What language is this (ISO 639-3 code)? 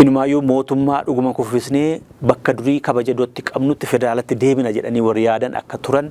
orm